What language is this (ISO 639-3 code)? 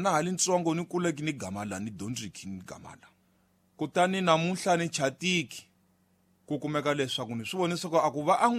tso